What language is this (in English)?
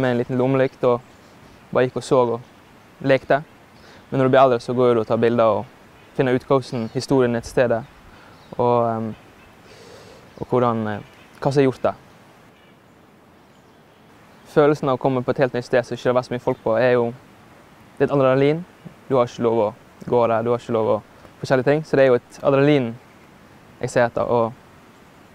Norwegian